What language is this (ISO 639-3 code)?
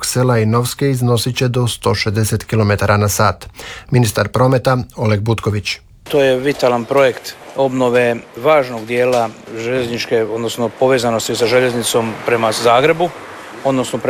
hrv